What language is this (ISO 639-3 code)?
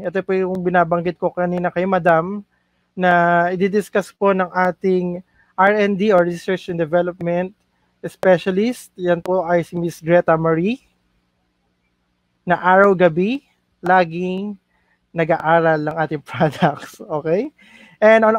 fil